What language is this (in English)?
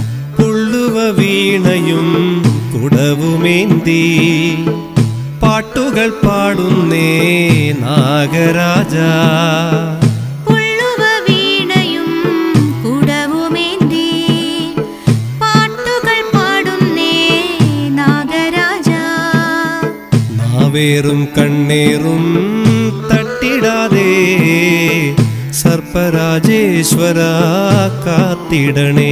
Malayalam